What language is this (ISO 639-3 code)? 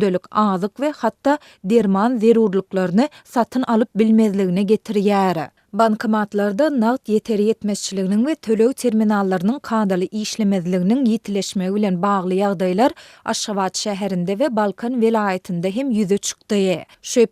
tuk